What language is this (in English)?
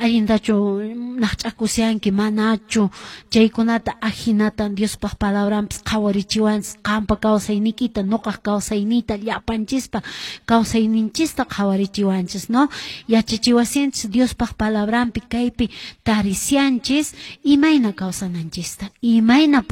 Quechua